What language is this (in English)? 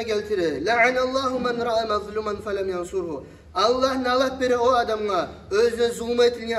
Kumyk